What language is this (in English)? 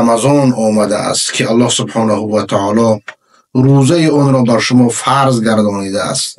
Persian